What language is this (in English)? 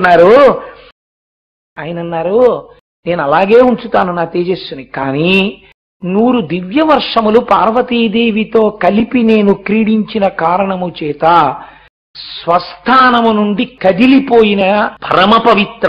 Telugu